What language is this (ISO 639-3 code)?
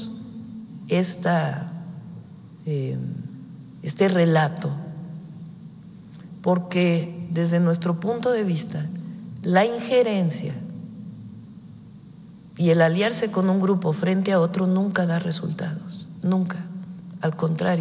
spa